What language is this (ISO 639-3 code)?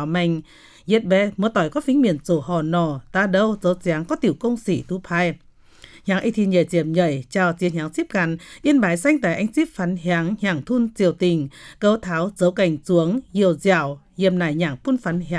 vie